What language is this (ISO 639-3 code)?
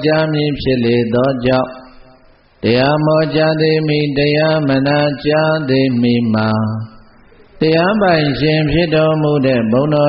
mya